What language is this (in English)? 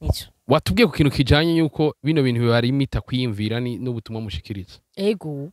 Rundi